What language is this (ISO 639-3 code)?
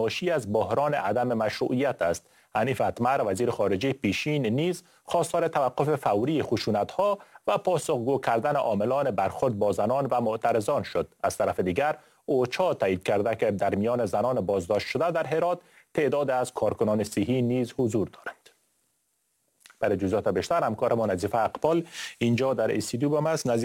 fas